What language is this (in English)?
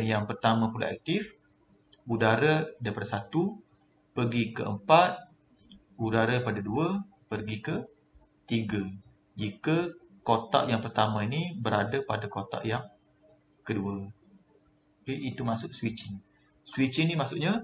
Malay